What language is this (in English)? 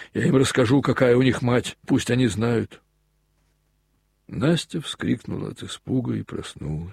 Russian